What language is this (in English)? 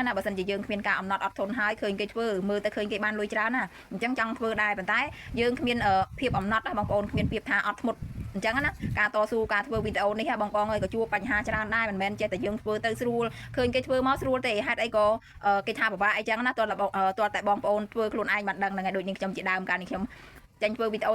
Khmer